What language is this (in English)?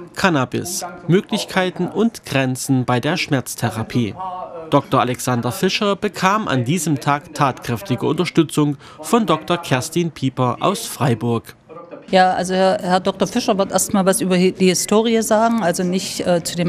German